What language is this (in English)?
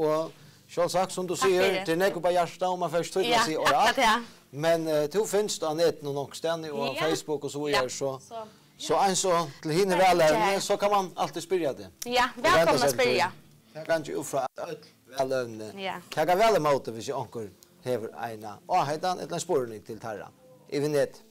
Faroese